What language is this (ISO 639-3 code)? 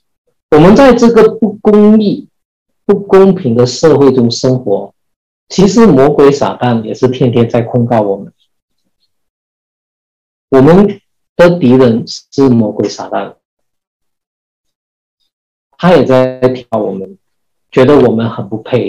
zho